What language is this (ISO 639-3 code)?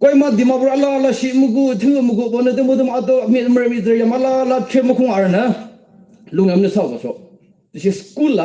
yim